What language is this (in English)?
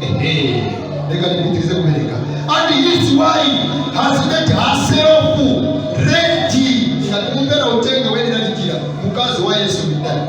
Nyanja